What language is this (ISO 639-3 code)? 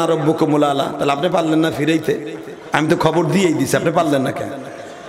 ben